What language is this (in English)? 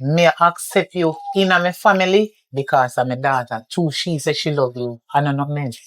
Jamaican Creole English